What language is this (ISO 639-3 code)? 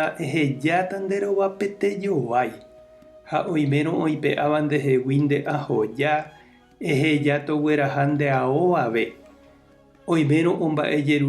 grn